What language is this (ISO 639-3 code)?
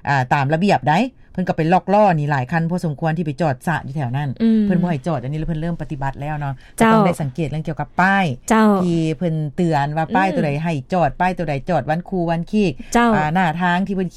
lao